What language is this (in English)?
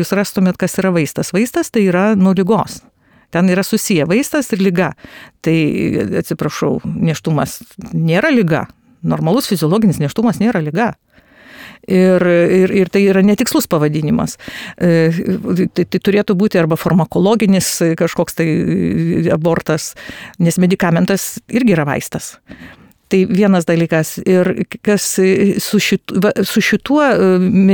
Lithuanian